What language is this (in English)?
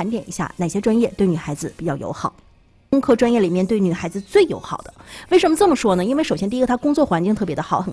Chinese